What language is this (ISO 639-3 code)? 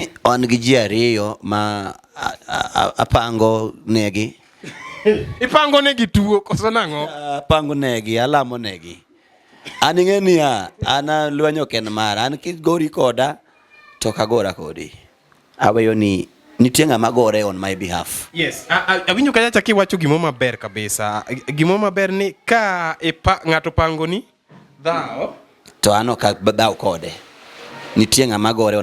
luo